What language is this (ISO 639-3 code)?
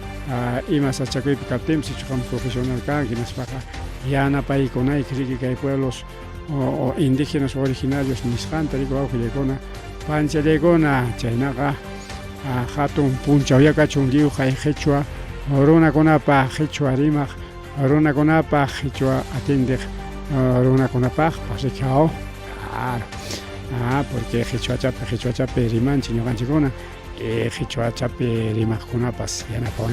quy